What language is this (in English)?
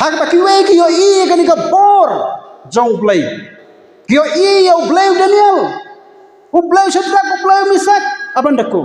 Khasi